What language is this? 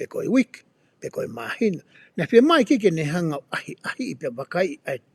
Tongan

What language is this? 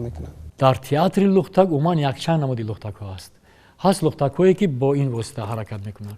Tajik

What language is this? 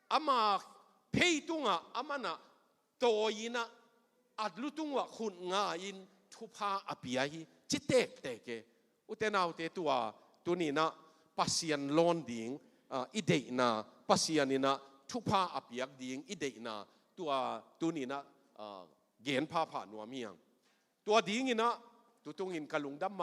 Tedim Chin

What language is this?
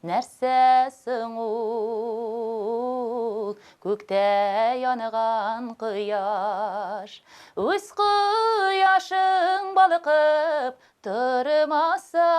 Tatar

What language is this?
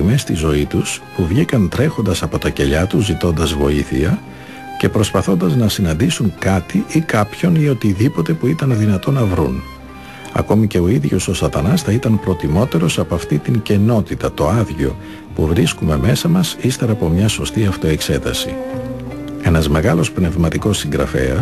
Greek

